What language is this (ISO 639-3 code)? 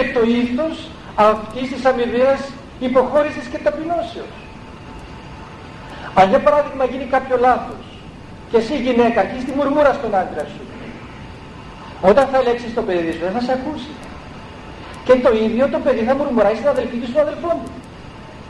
ell